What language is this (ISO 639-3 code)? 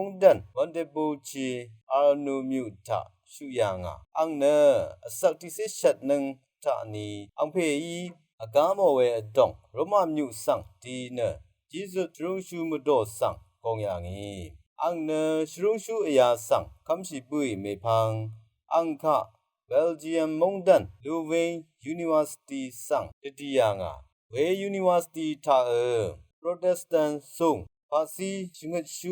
raw